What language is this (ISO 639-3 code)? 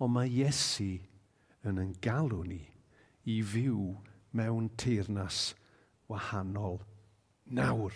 cym